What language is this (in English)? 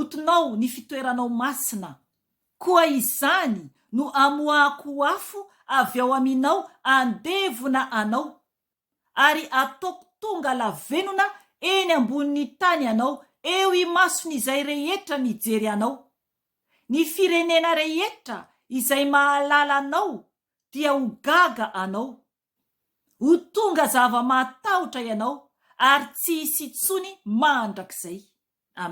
Malagasy